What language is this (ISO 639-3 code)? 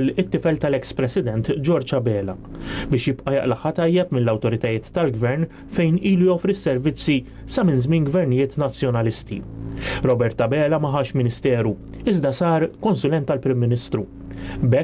mlt